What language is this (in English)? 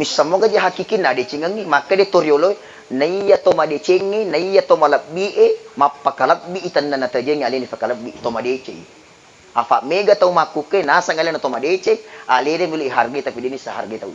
Buginese